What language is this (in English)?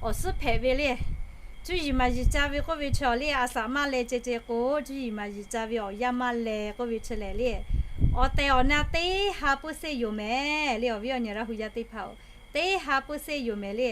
Lahu